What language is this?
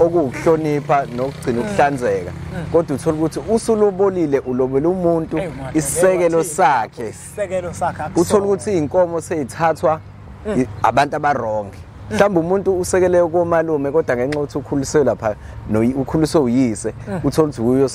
Zulu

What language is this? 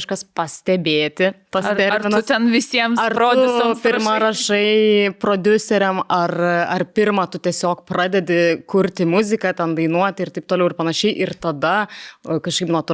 Lithuanian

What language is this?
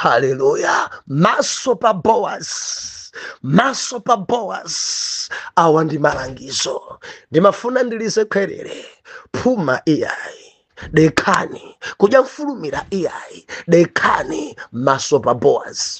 Nyanja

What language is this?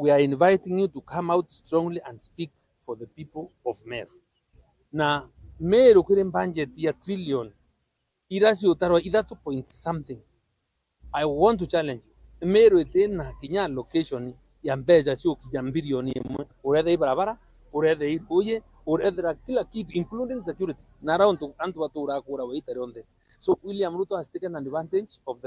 Meru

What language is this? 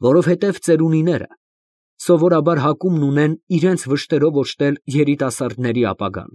Armenian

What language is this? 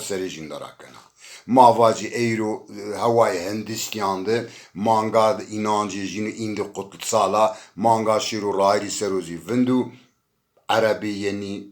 Zaza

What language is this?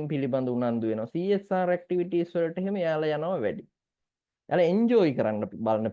Sinhala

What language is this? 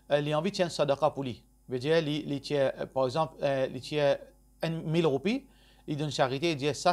Morisyen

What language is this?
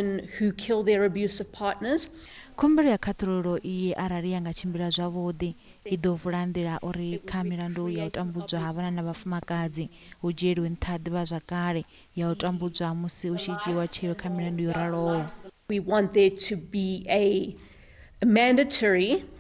Venda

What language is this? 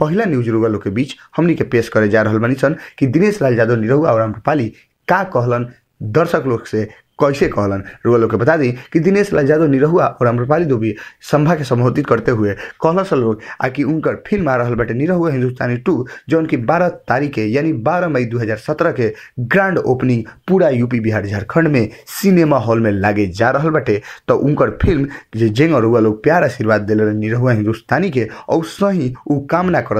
Bhojpuri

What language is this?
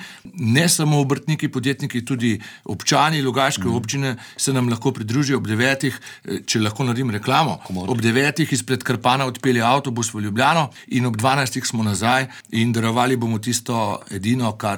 Slovenian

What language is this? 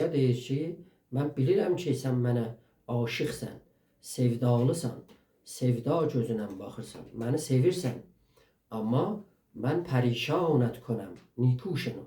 South Azerbaijani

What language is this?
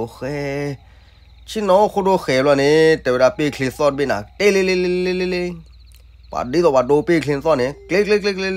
S'gaw Karen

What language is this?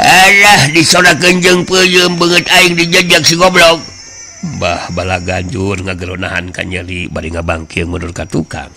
Sundanese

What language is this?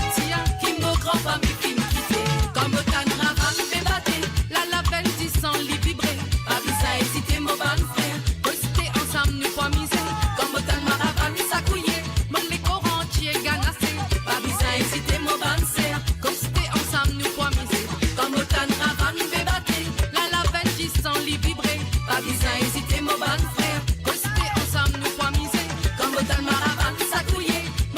Morisyen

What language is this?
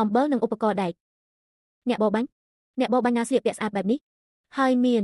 Khmer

